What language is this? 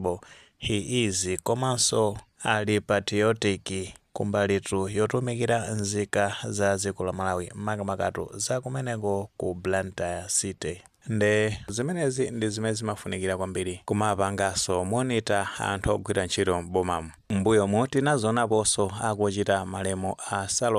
Nyanja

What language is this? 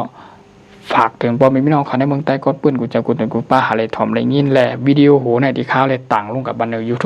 Shan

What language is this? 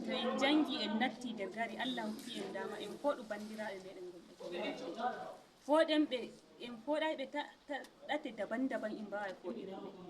Nigerian Fulfulde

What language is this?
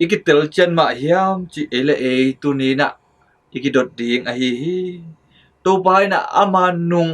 Tedim Chin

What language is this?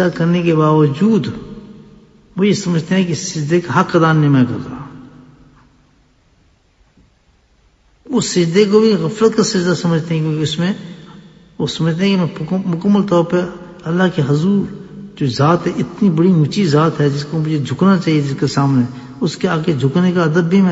Urdu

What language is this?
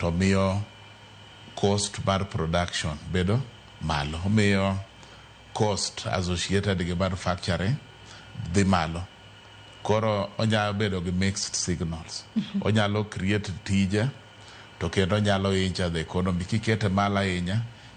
Luo (Kenya and Tanzania)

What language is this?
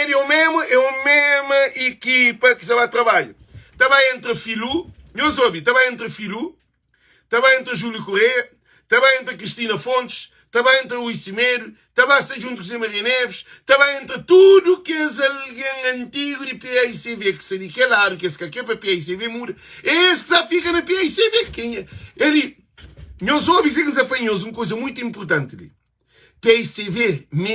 Kabuverdianu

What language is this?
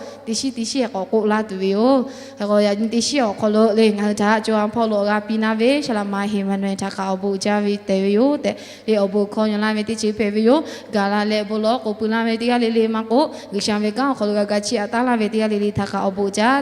Lahu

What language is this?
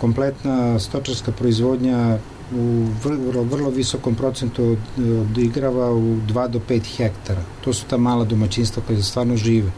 Serbian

